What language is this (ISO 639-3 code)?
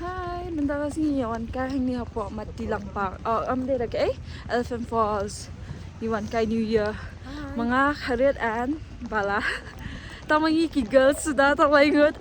kha